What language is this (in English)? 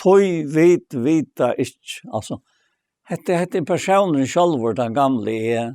Faroese